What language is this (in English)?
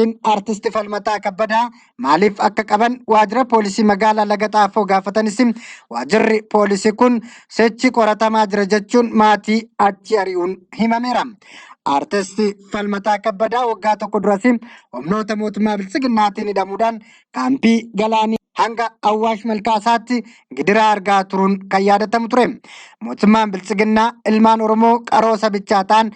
Oromo